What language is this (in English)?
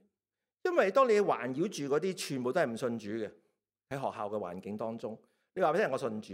Cantonese